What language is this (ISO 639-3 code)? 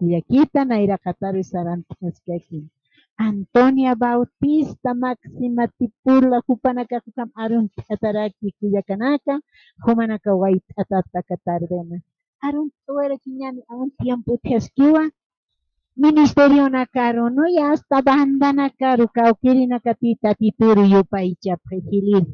aym